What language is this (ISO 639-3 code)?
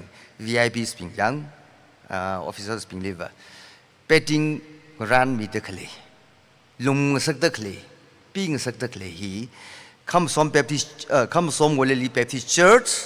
nmf